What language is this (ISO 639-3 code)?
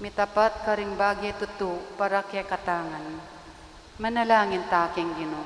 pam